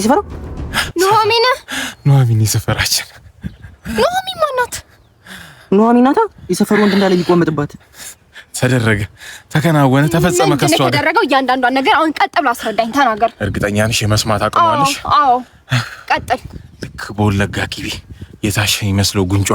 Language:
Amharic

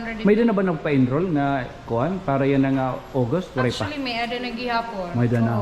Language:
Waray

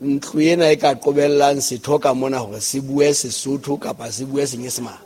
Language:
Southern Sotho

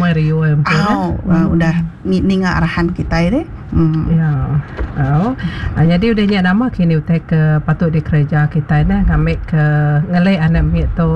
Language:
Iban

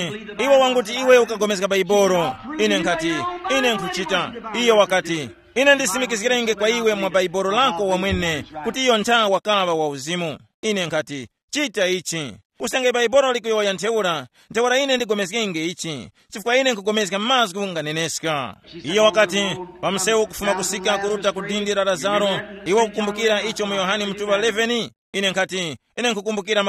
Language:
Tumbuka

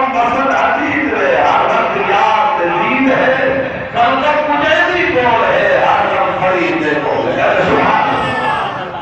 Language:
Saraiki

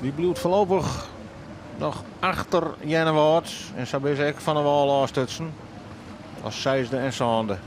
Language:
Western Frisian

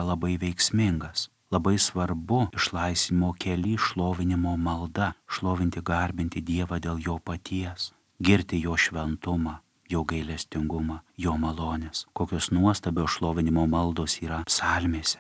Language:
Lithuanian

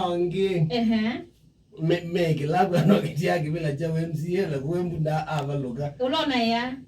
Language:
Kamba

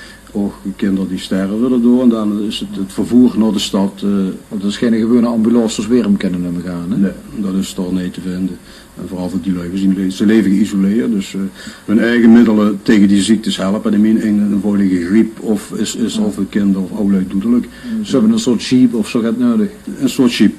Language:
Limburgish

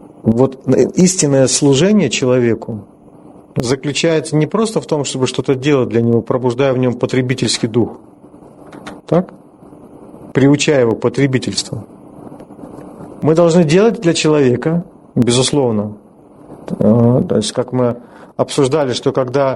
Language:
Russian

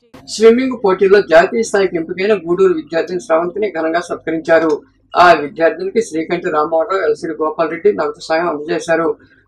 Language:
Telugu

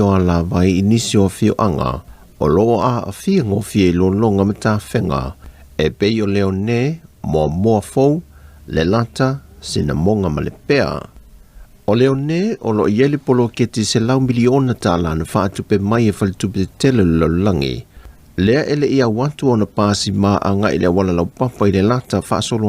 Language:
Samoan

